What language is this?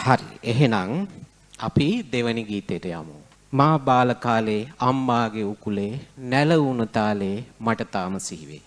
Sinhala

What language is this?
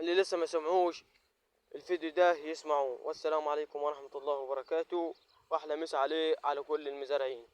Egyptian Arabic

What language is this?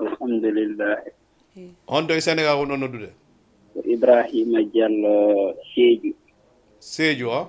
Fula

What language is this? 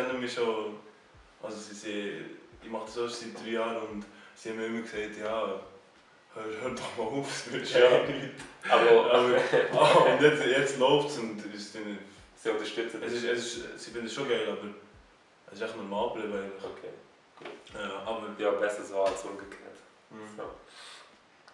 Swiss German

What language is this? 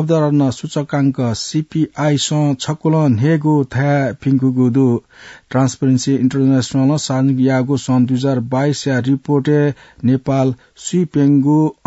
Newari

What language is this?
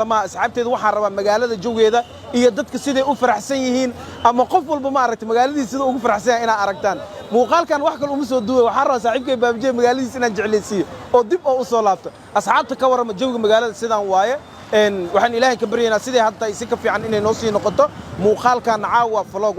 Somali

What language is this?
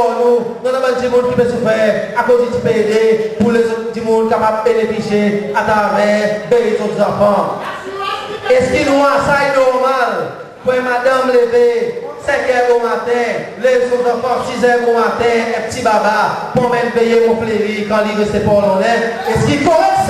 Seselwa Creole French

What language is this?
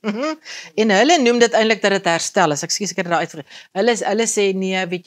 Afrikaans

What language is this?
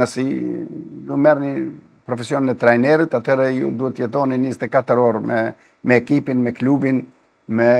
Albanian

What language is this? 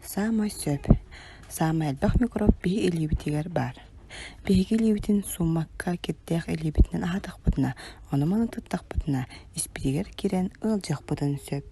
Yakut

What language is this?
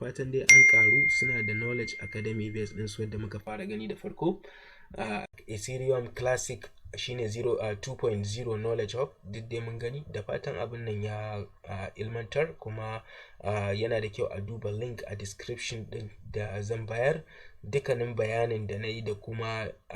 Hausa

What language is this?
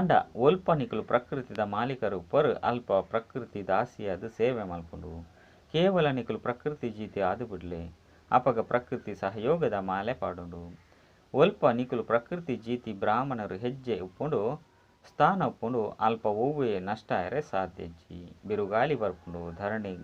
Tulu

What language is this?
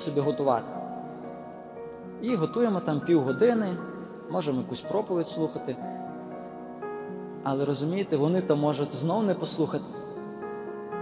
Ukrainian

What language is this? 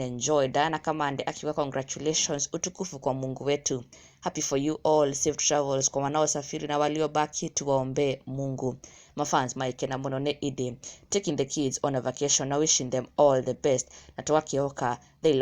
Kikuyu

